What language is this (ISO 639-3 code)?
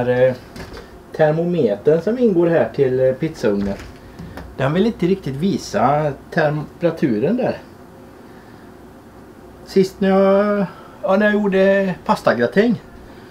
swe